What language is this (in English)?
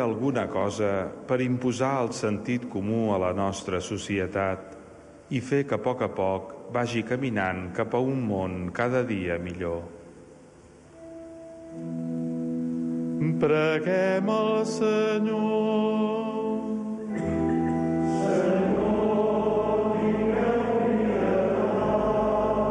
Catalan